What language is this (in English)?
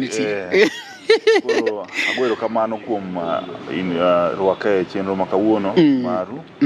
Luo (Kenya and Tanzania)